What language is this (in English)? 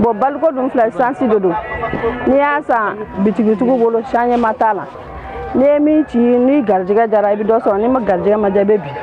Bambara